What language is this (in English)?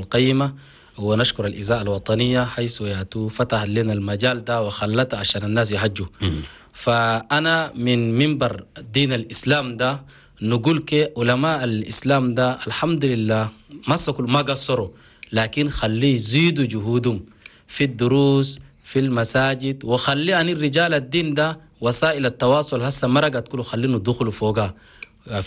Chadian Arabic